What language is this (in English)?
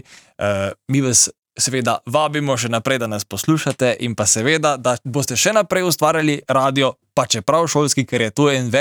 Slovenian